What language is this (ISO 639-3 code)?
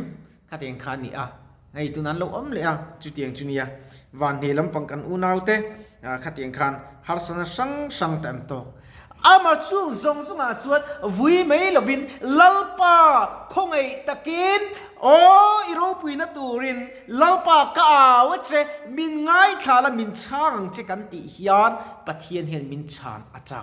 lus